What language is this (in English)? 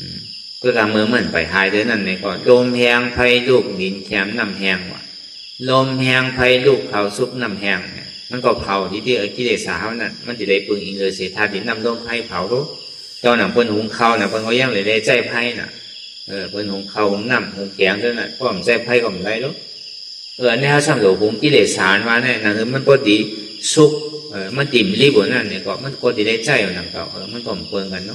Shan